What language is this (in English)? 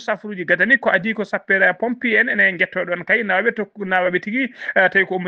Fula